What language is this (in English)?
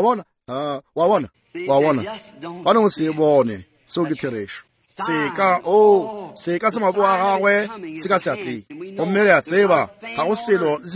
Northern Sotho